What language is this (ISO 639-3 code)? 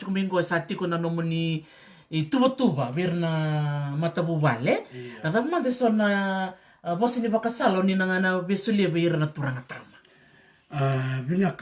fij